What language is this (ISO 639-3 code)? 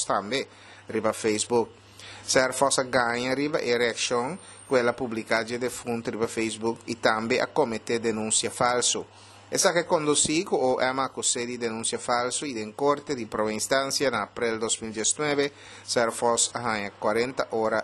pap